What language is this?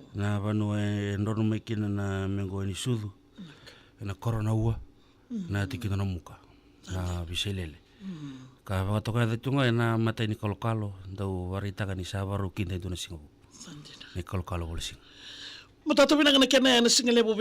Fijian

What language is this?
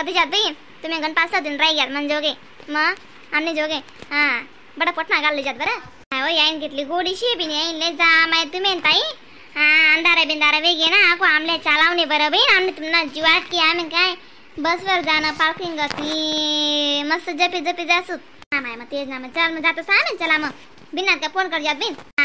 Khandesi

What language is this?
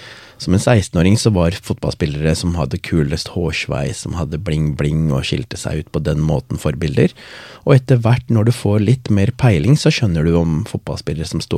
Norwegian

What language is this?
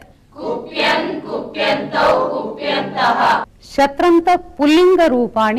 Sanskrit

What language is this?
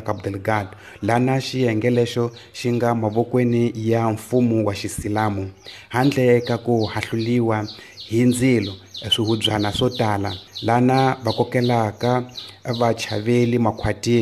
Tsonga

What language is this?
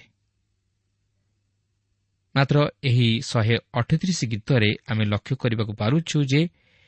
Odia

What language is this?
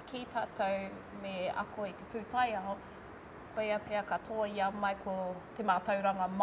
Māori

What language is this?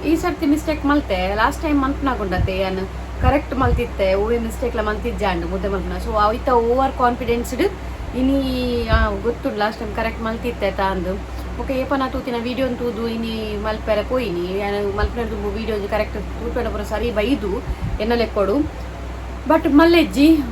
Tulu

